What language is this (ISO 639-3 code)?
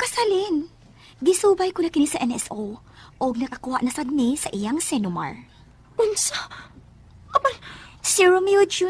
ceb